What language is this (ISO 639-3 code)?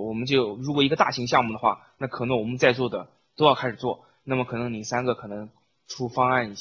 zho